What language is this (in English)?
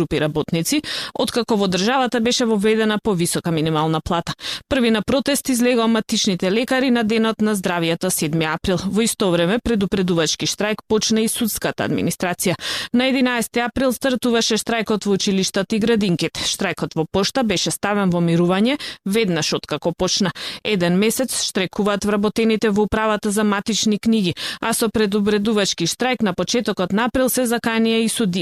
Macedonian